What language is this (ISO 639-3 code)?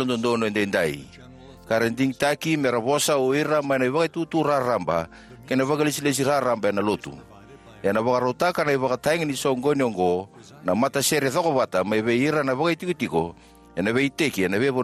fij